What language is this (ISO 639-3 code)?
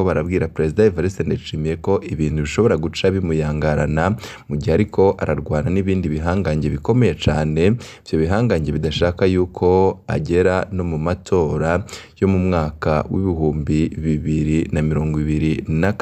run